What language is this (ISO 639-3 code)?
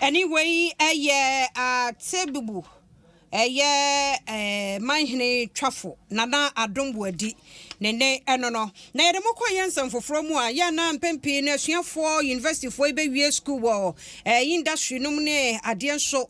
aka